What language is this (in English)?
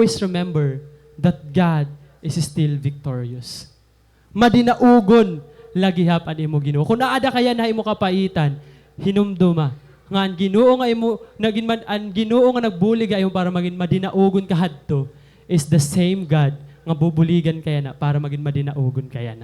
Waray